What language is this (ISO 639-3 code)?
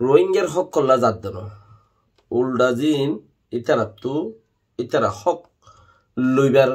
rhg